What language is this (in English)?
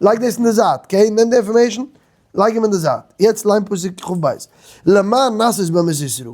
Yiddish